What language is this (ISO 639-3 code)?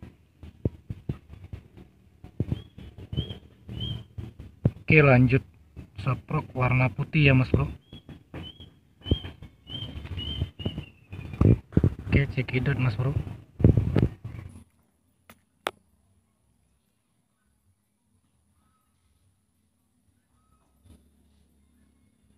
ind